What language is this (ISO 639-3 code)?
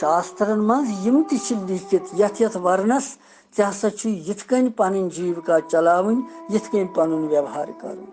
kas